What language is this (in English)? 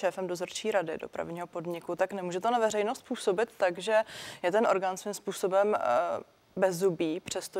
Czech